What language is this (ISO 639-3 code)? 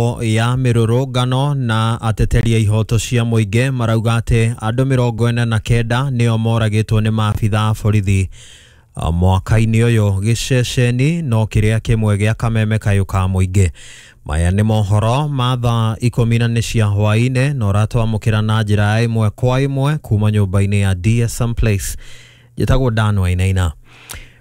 kik